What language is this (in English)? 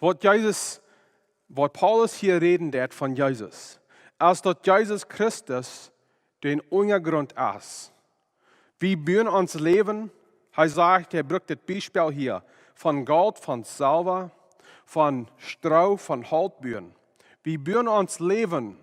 Plautdietsch